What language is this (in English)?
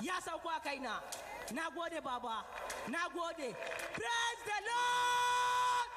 Ewe